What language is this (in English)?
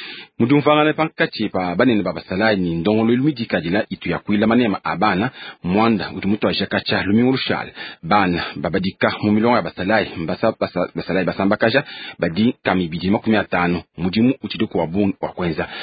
Luba-Lulua